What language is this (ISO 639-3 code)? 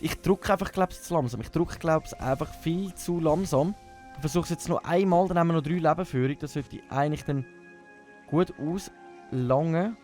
gsw